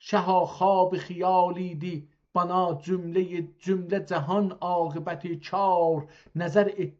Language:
South Azerbaijani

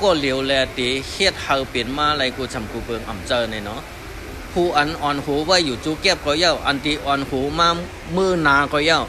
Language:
Shan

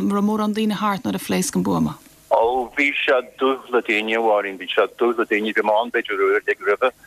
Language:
Irish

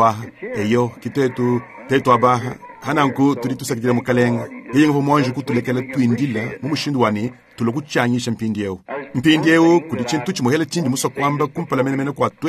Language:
Luba-Lulua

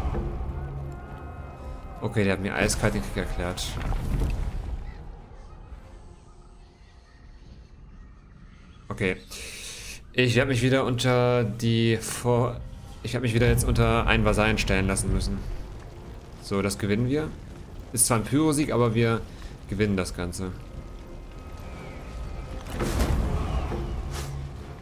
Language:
German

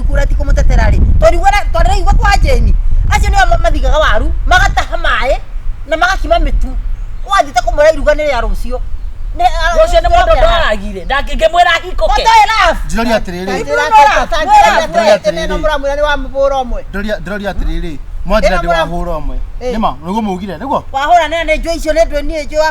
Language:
Kikuyu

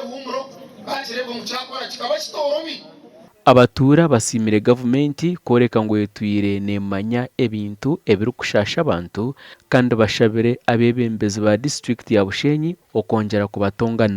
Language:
Nyankole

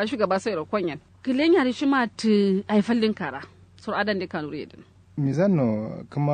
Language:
Kanuri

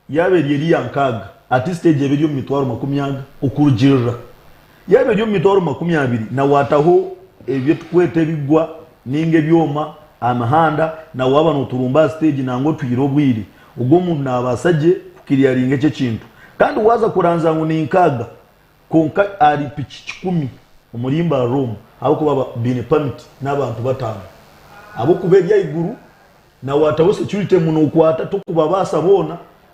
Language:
Nyankole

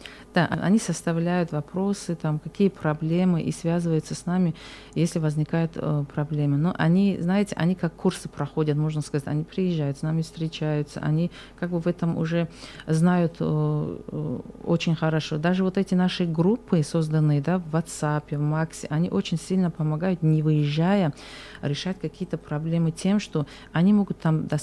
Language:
Russian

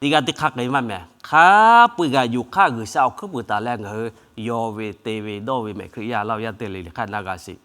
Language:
Lahu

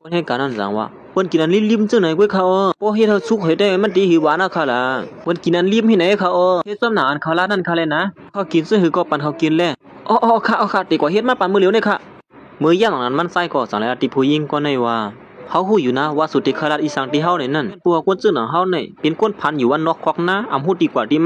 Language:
Shan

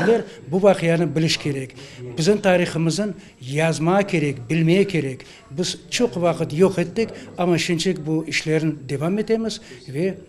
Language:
Crimean Tatar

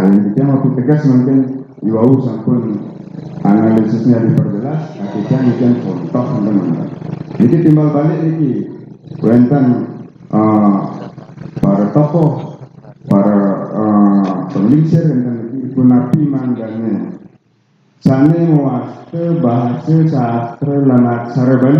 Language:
Balinese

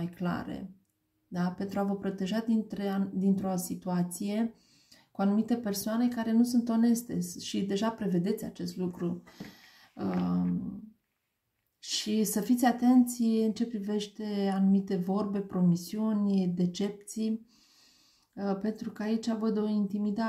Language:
Romanian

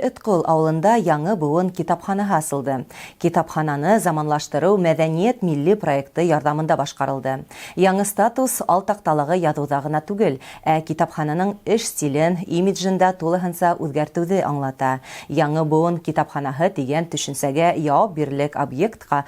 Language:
Bashkir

